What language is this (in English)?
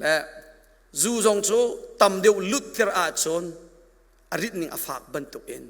Hakha Chin